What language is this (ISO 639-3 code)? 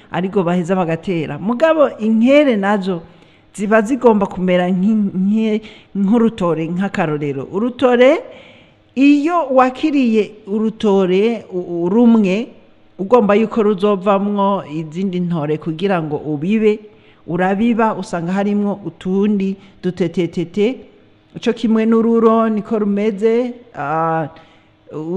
run